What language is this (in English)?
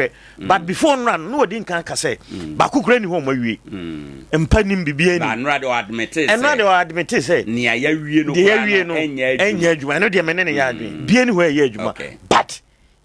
Akan